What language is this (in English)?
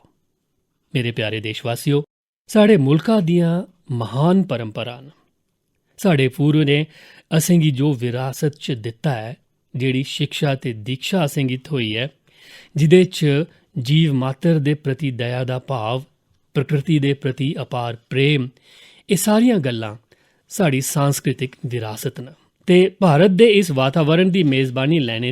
Dogri